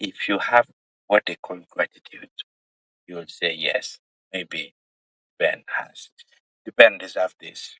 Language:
Acoli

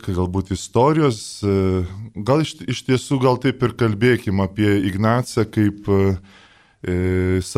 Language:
Lithuanian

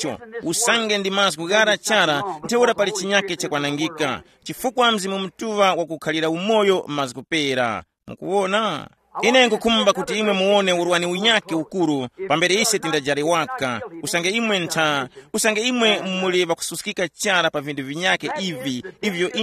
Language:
Tumbuka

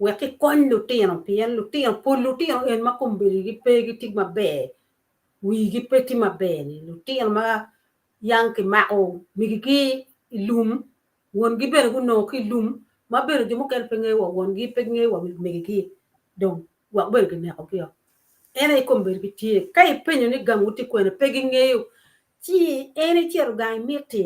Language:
Acoli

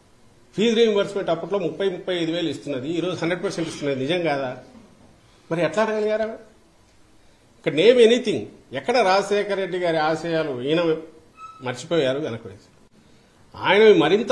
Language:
Telugu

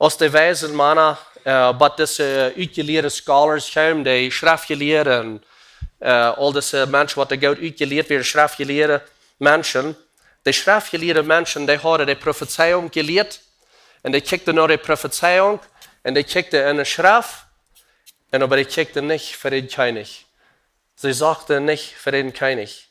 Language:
Plautdietsch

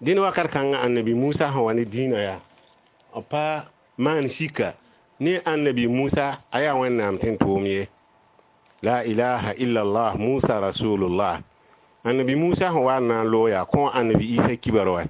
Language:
Mossi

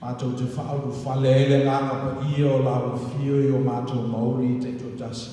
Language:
Samoan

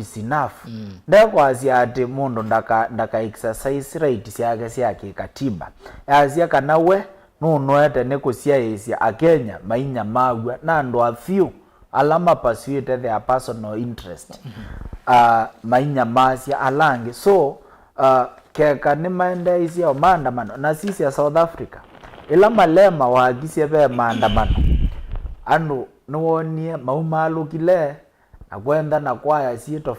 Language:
Kamba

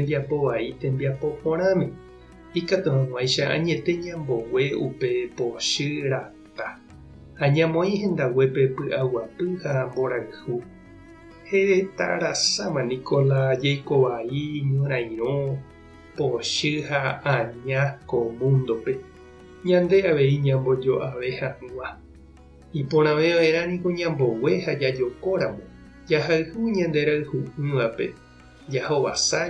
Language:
Guarani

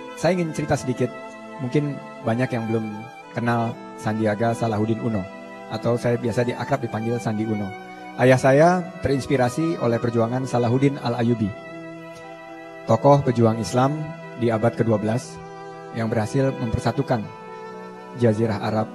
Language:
Indonesian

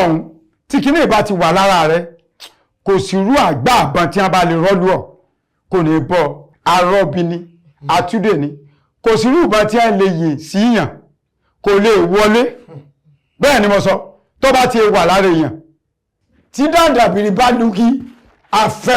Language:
Yoruba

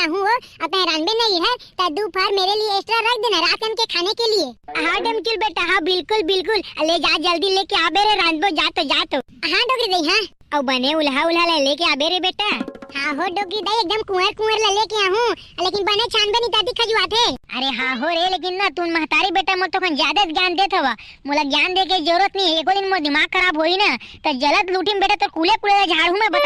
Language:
Chhattisgarhi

